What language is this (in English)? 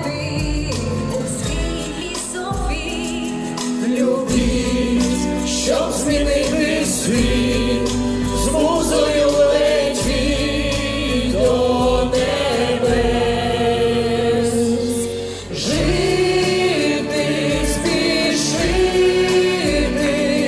Ukrainian